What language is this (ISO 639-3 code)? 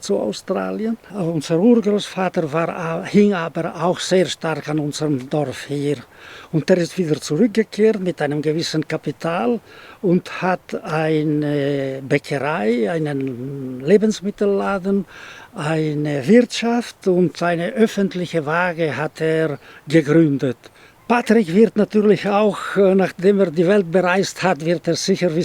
gsw